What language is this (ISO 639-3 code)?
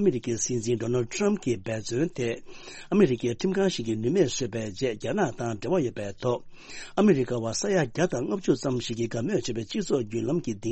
bod